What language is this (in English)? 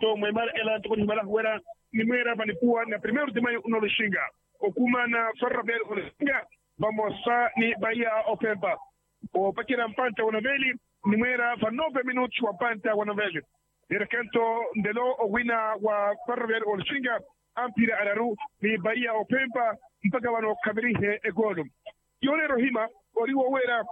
Makhuwa